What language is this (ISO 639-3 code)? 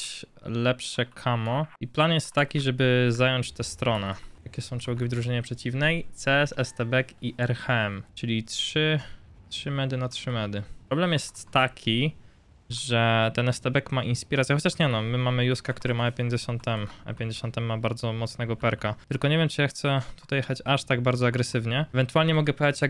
pol